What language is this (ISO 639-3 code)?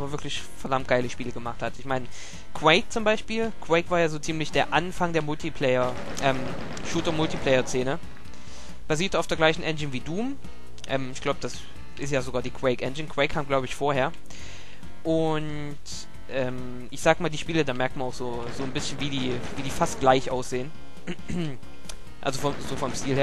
deu